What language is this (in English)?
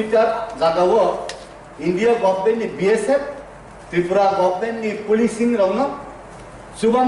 Riang (India)